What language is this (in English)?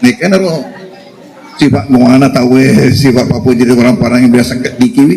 Buginese